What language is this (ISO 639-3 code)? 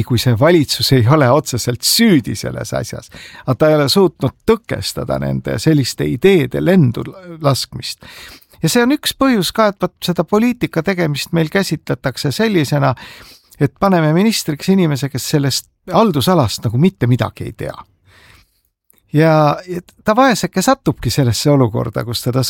est